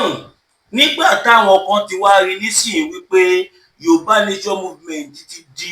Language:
Yoruba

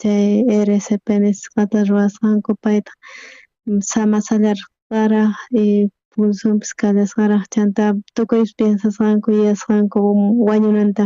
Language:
South Bolivian Quechua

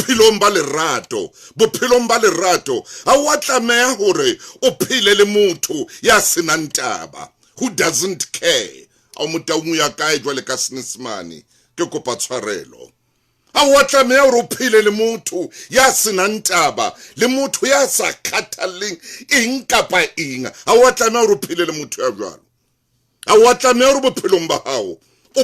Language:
Southern Sotho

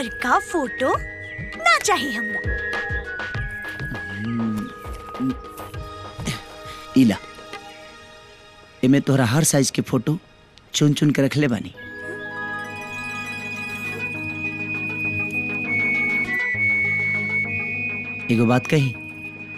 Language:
Bhojpuri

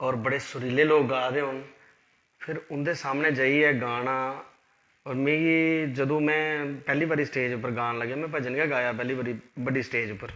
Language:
Dogri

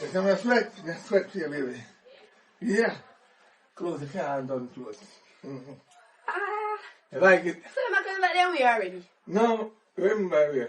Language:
Jamaican Creole English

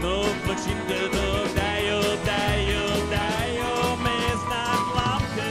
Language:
Western Frisian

